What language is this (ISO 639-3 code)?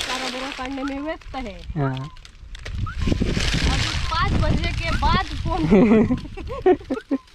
kok